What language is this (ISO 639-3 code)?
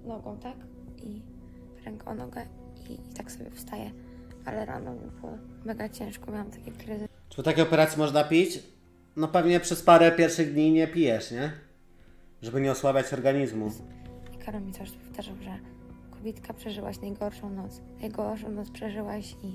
pol